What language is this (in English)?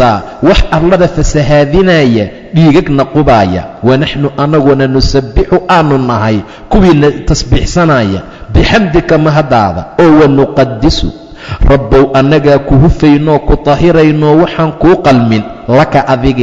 Somali